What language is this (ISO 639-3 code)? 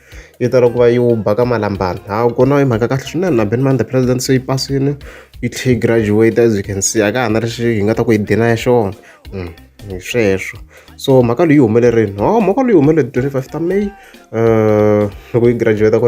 tso